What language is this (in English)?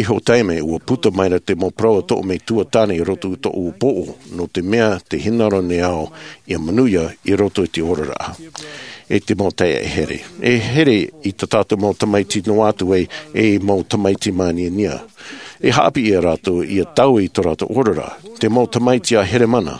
Tahitian